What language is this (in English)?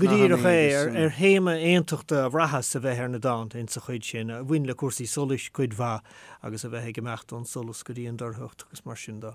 Irish